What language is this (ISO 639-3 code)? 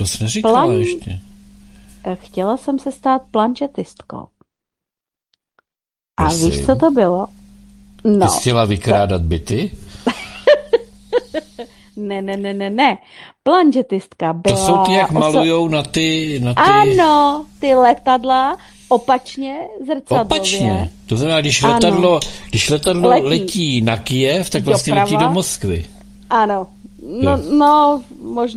ces